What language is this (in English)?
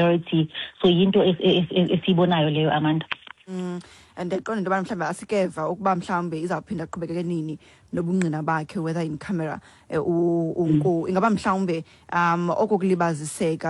Xhosa